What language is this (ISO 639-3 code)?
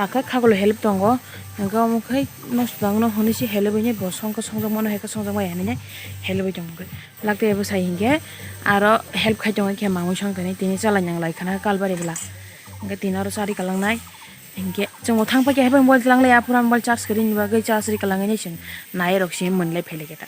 trp